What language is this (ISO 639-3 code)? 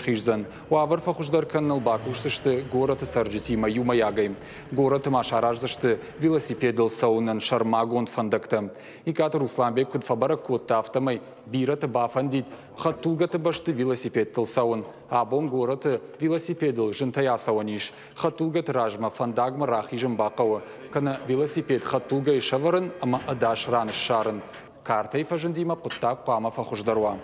oss